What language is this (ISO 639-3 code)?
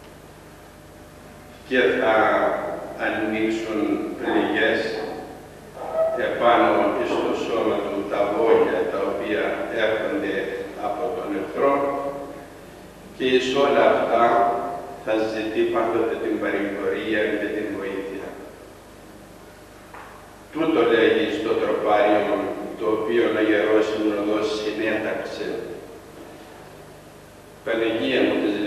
ell